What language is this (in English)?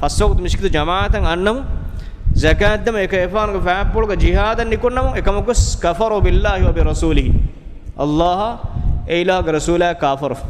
Divehi